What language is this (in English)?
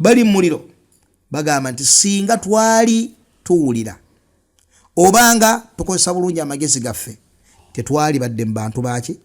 Ganda